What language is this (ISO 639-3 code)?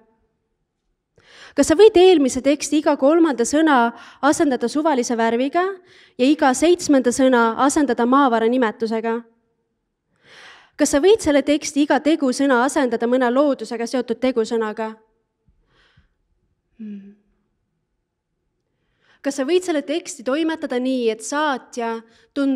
est